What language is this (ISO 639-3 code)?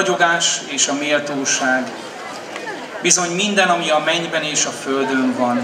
hun